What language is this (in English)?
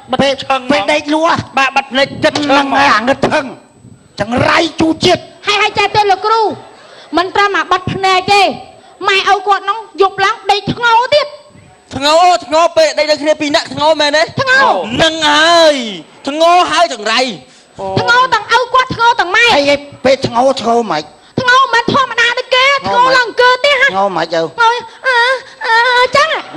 Khmer